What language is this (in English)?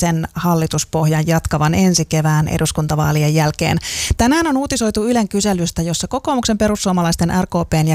Finnish